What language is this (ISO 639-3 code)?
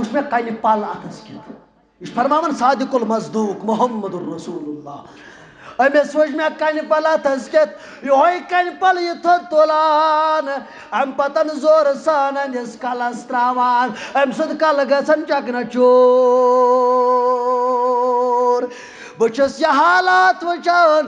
kas